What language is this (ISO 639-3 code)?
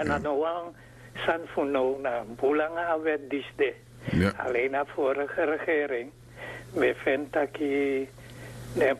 srn